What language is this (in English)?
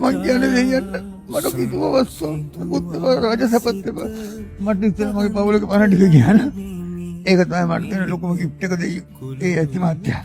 Sinhala